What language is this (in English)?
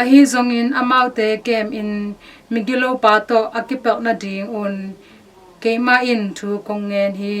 Tedim Chin